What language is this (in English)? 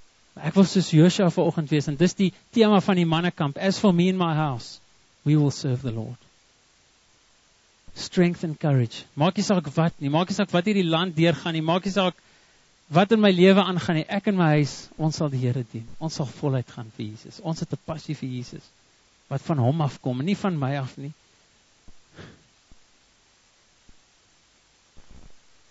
Afrikaans